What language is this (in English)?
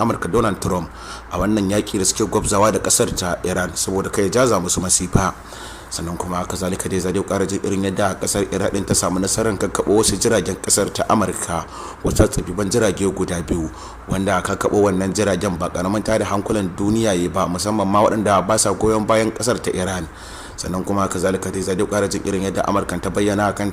Hausa